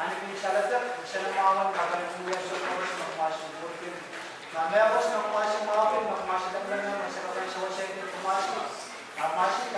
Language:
Pohnpeian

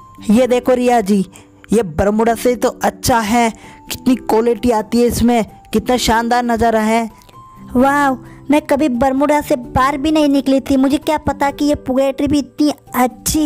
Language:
Hindi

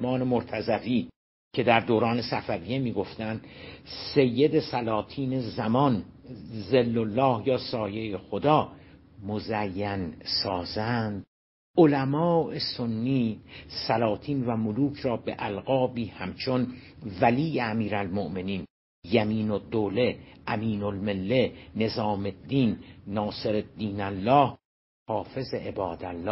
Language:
Persian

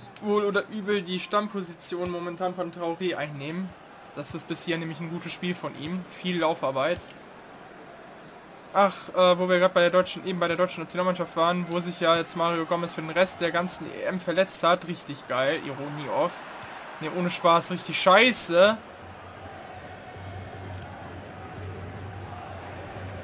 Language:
German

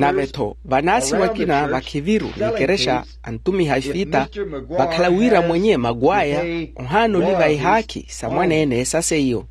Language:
Makhuwa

